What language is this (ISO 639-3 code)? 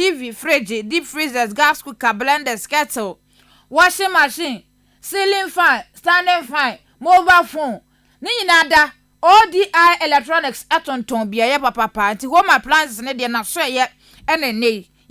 aka